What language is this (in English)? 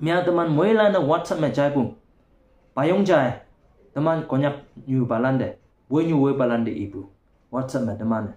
Konyak Naga